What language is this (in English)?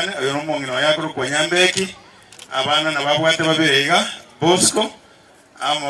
Gusii